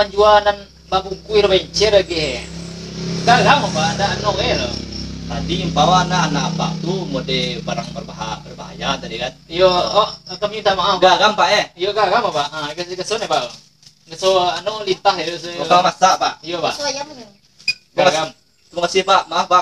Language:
Minangkabau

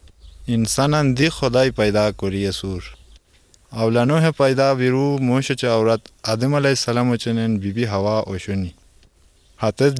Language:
Armenian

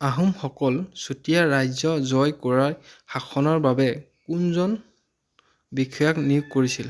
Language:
Assamese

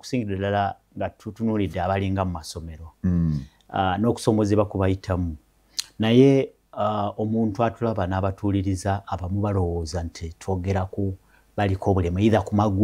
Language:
Ganda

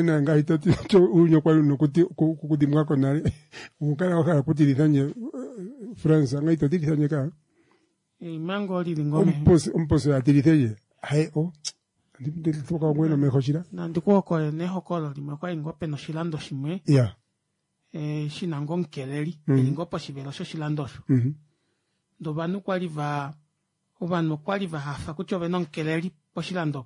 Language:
Kuanyama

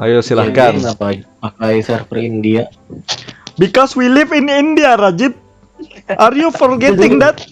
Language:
Banjar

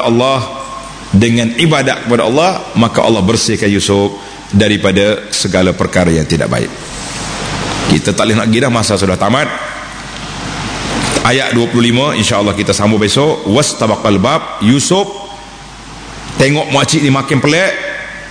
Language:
Malay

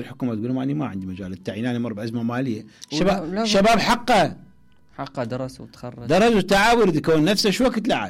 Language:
Mesopotamian Arabic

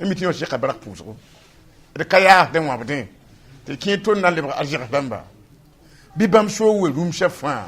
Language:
Mossi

